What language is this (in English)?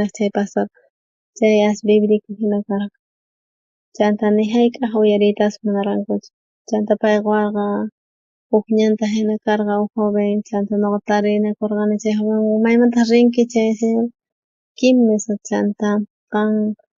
South Bolivian Quechua